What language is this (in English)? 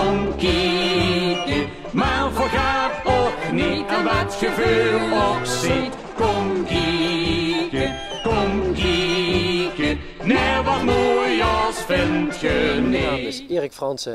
Limburgish